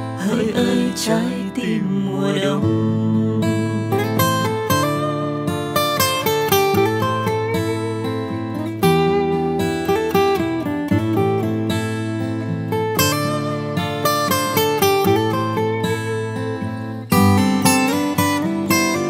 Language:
Vietnamese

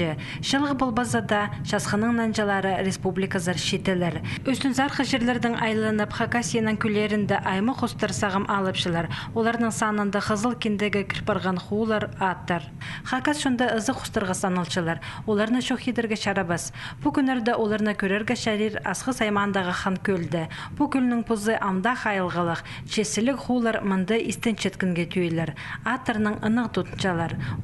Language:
Khakas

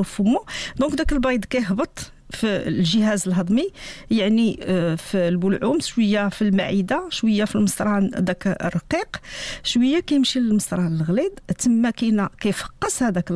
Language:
Moroccan Arabic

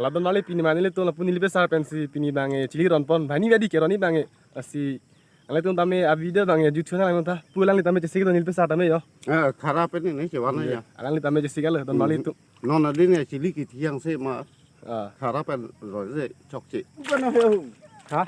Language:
Karbi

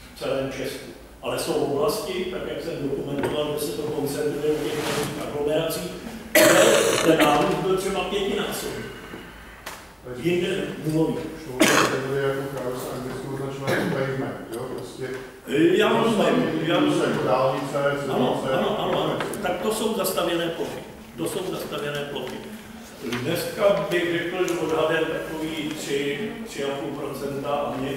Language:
Czech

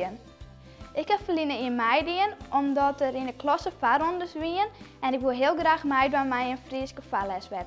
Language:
Western Frisian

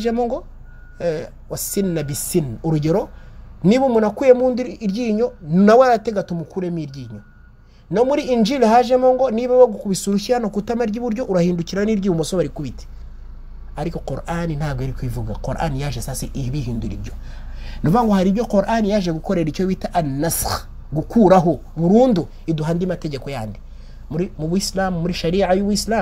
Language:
Kinyarwanda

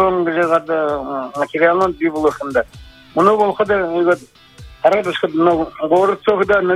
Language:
Buriat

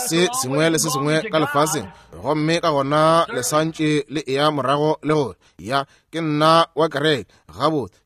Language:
Northern Sotho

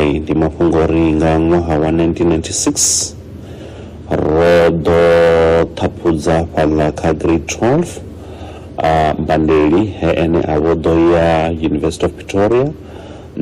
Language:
Venda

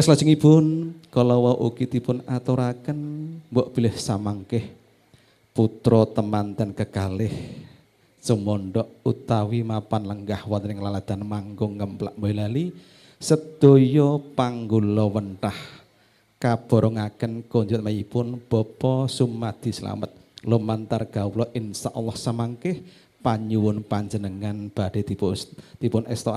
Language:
Javanese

